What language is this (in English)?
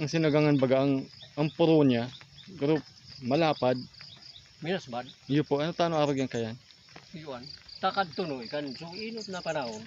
Bikol